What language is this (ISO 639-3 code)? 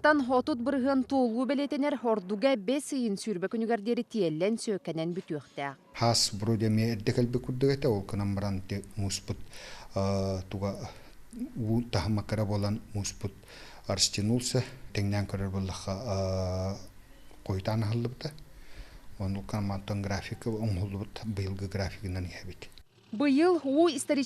sah